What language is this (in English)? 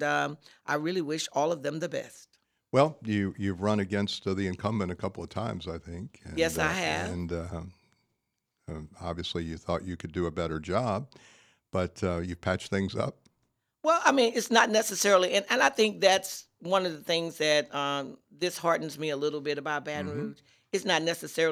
English